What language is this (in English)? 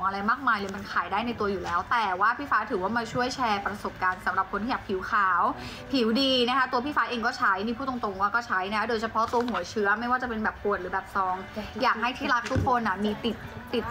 Thai